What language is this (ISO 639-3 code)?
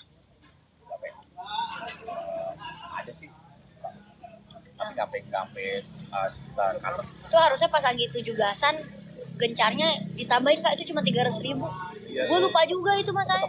ind